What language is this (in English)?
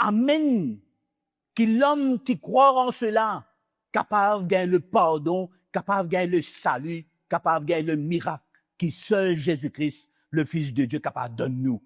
Morisyen